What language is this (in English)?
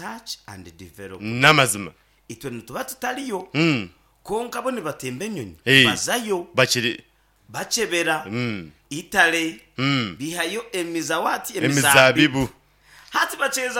Nyankole